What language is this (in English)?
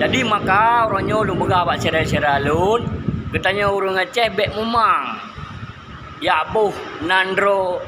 Achinese